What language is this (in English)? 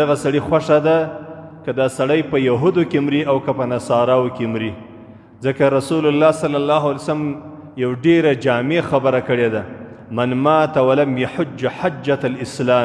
Pashto